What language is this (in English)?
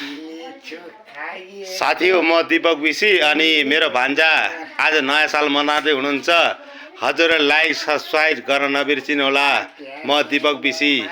Nepali